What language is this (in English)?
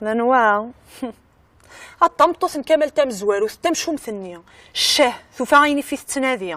Kabyle